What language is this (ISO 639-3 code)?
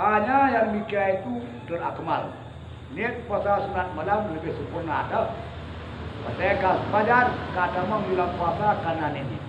ace